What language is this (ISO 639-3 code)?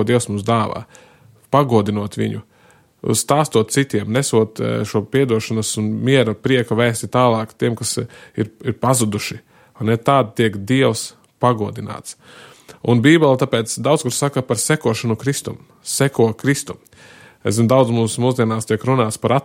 lav